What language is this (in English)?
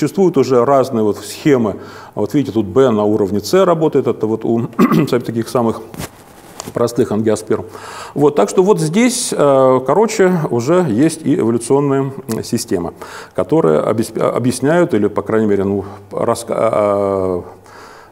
Russian